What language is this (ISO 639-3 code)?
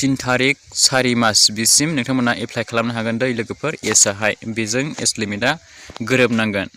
brx